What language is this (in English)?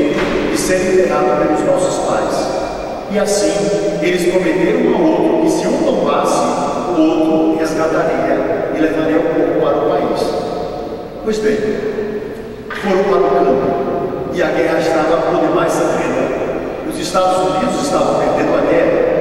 Portuguese